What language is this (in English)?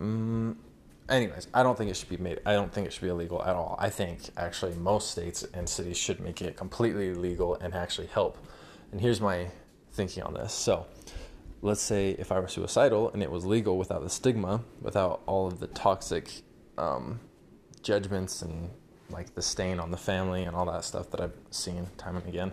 English